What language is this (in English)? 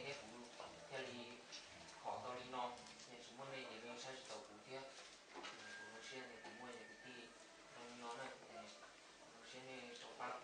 Hmong